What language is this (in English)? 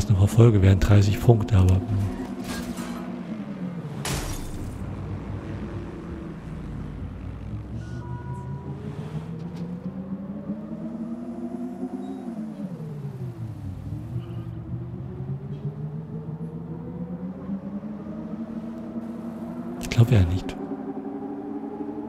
German